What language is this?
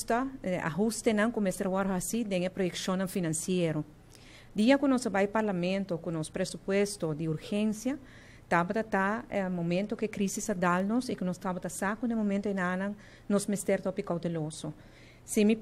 Papiamento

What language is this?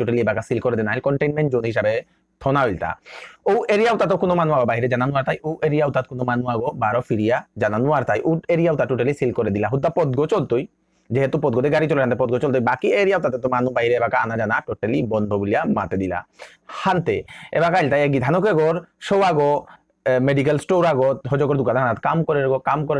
Bishnupriya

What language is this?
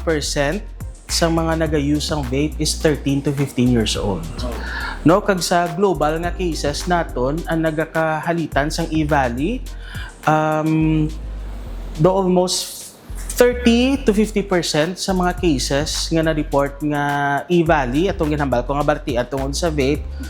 Hiligaynon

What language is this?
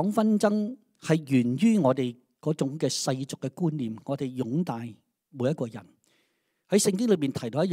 Cantonese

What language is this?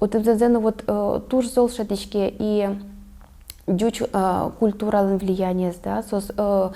Udmurt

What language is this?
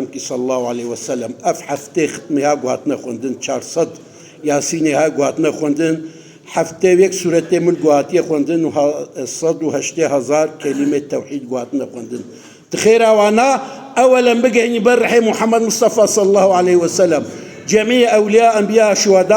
Kurdish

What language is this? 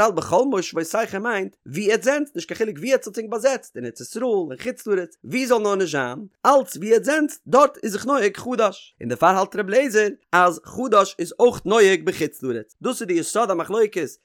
Yiddish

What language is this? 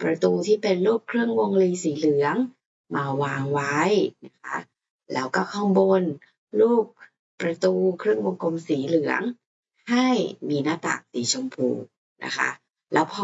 Thai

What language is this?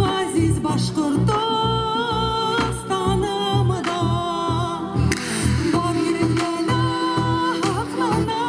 Bashkir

